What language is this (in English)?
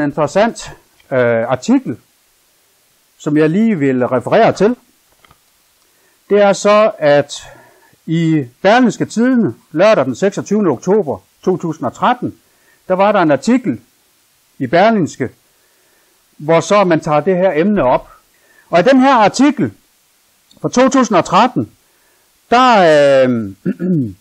Danish